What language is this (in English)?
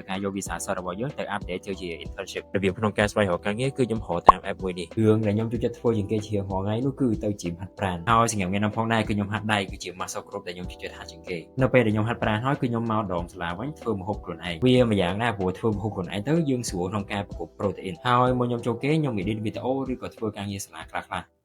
Khmer